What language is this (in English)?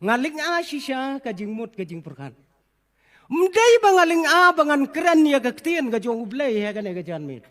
Khasi